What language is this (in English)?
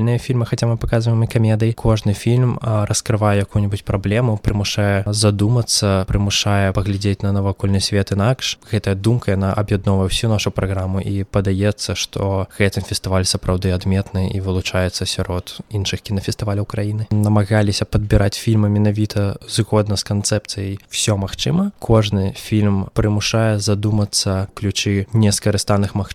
Belarusian